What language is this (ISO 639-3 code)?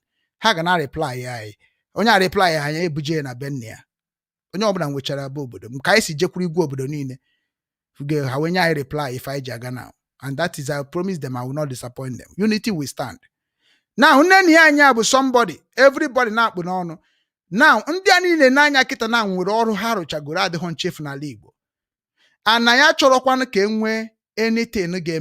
ibo